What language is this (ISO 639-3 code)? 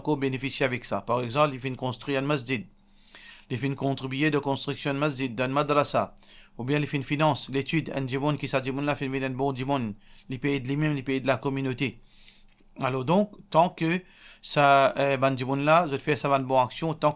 mfe